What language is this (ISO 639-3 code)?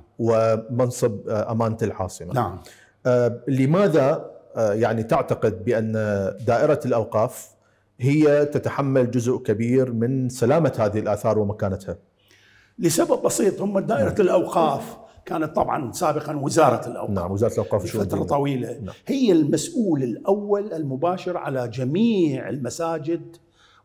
acm